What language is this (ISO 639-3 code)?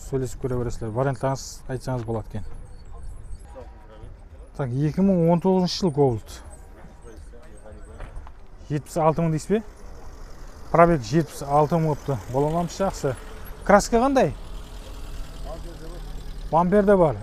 kaz